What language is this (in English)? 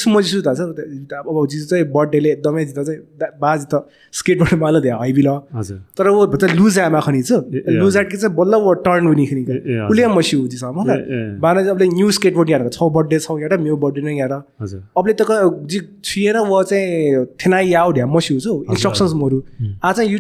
Newari